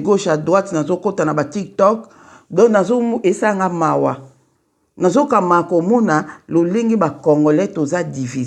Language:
Lingala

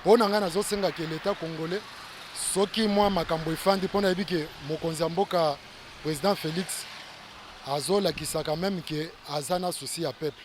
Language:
Lingala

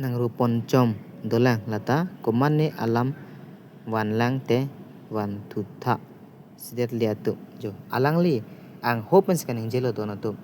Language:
Karbi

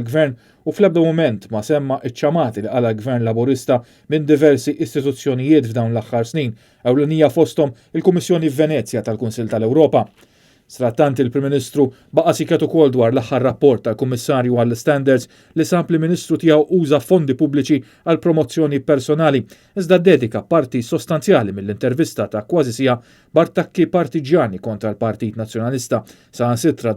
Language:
Maltese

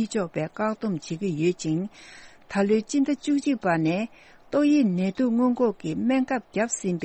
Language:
Tibetan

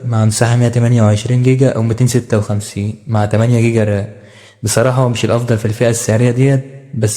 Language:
Egyptian Arabic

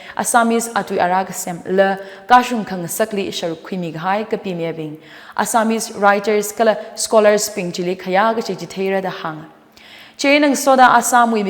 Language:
Tangkhul Naga (India)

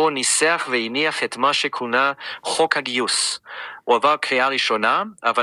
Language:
Hebrew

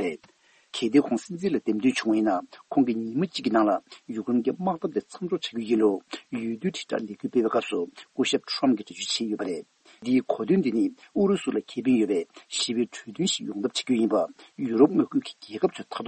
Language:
Tibetan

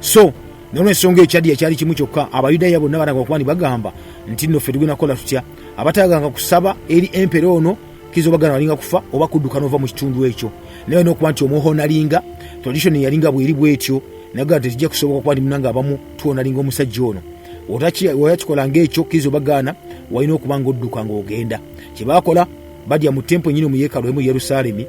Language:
Ganda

